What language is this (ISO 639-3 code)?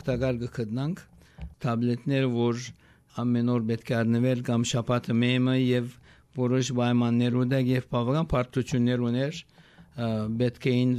hye